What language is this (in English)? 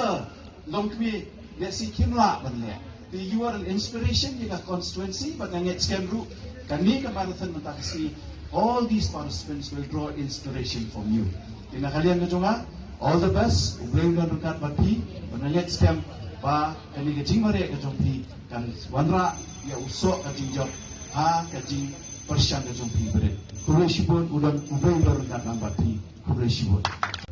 Khasi